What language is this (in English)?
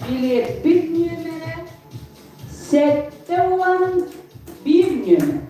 Yakut